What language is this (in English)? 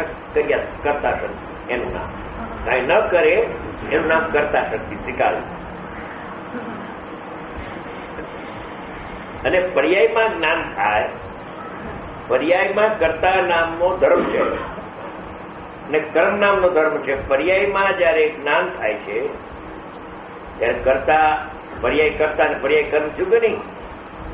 Gujarati